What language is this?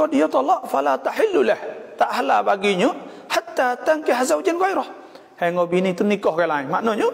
Malay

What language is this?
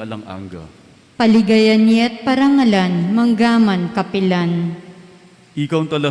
Pampanga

